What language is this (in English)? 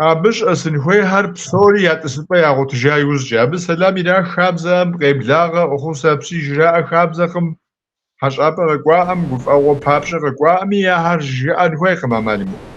Kabardian